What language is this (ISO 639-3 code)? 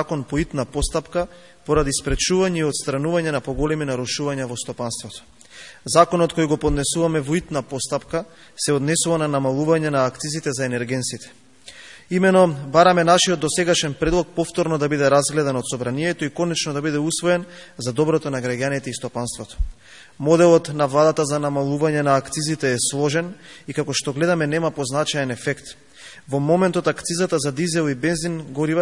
mkd